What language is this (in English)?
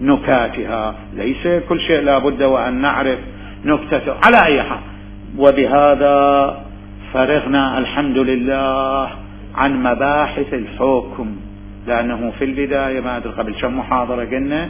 Mesopotamian Arabic